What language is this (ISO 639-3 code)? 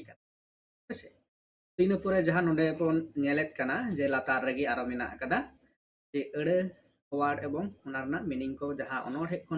sat